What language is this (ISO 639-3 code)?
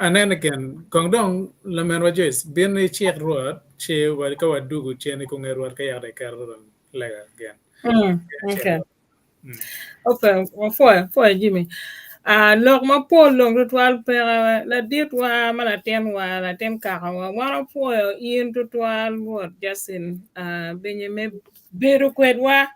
ach